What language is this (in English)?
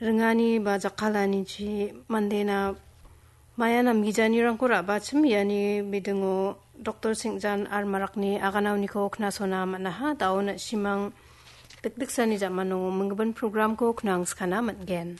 Garo